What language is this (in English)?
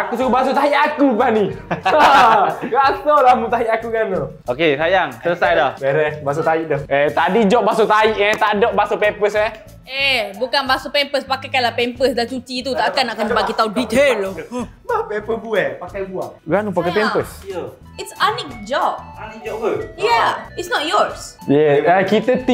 Malay